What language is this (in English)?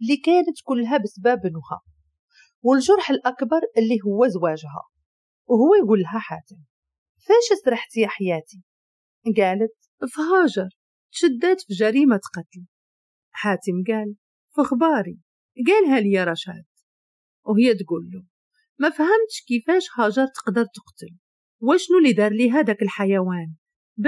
Moroccan Arabic